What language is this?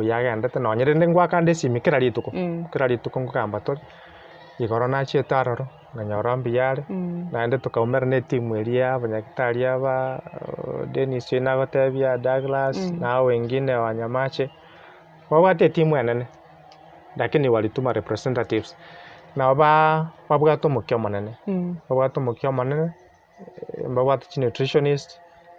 Gusii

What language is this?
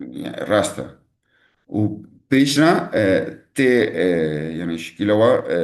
Kurdish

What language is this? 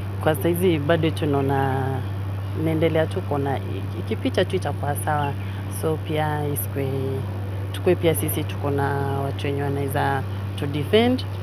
Gusii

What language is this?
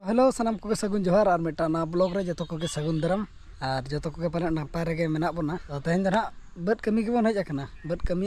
Santali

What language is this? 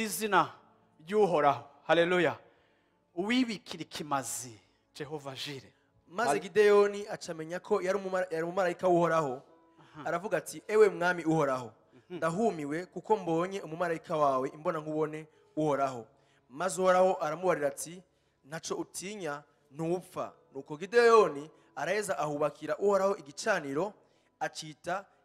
Rundi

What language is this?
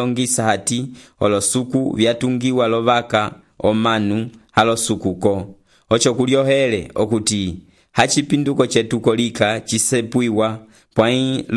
Umbundu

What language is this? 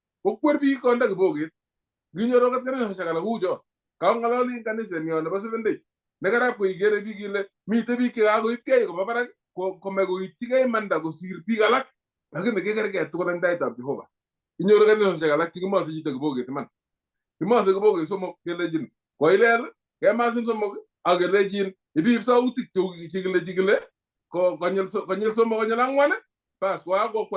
Kalenjin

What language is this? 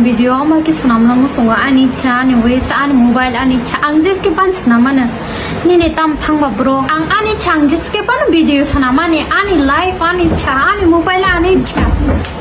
Kok Borok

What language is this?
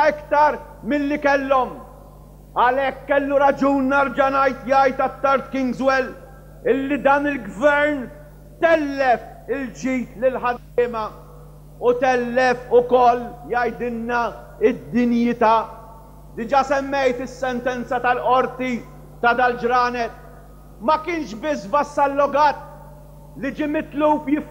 Maltese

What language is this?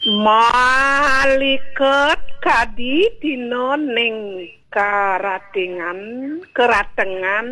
Balinese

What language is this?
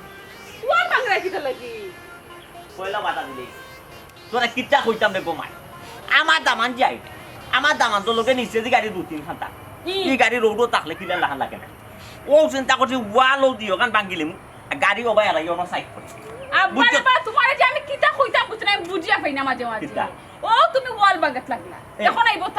Sylheti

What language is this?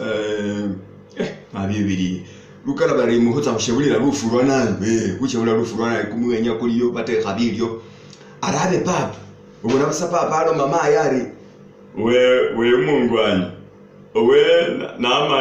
Masaaba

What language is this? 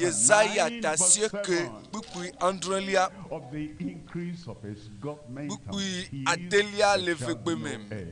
Ewe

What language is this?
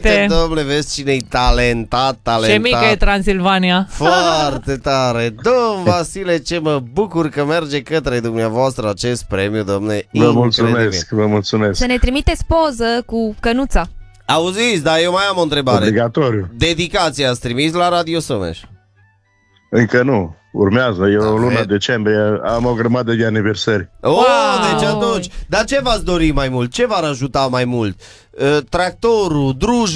Romanian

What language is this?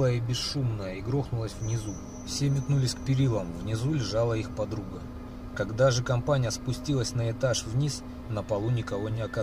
Russian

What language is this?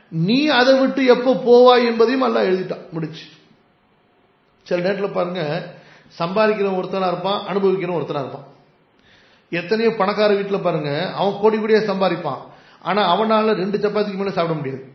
Tamil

